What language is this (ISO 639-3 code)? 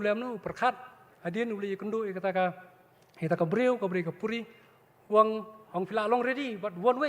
kha